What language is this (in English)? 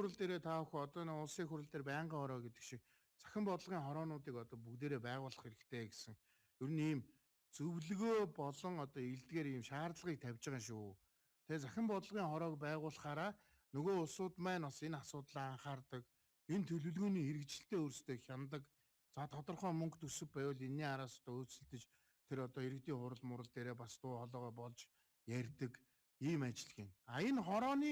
Mongolian